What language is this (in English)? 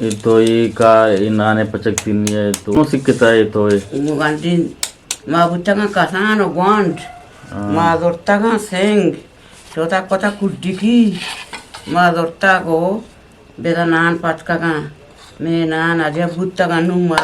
Eastern Balochi